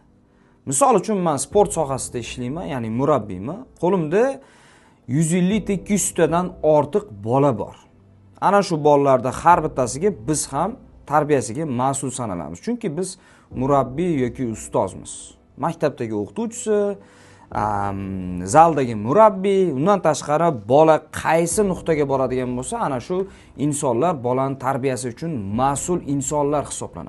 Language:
Uzbek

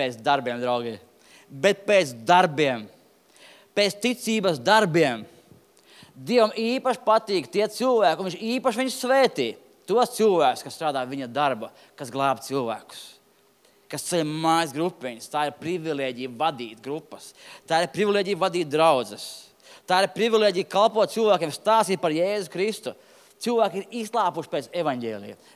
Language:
Latvian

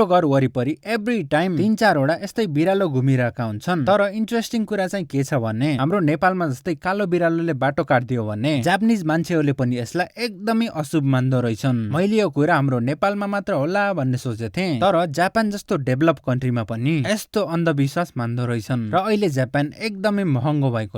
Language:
Nepali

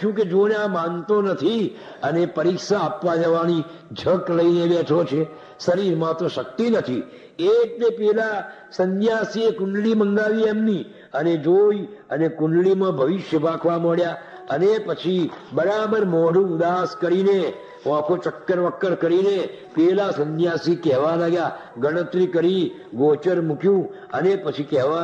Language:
Gujarati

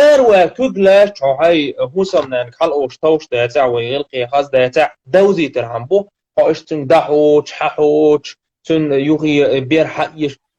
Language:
Chechen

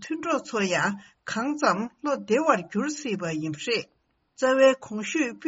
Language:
Tibetan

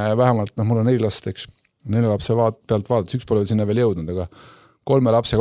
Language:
Estonian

